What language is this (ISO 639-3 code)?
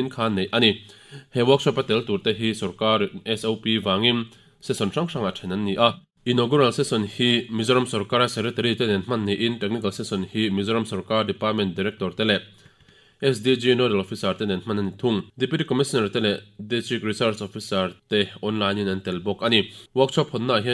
lus